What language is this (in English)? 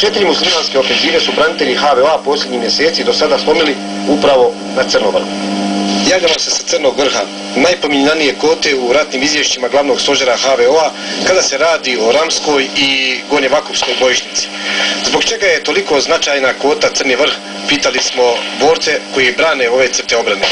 Croatian